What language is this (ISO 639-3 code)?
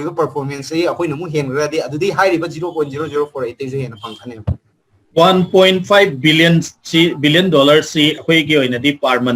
mni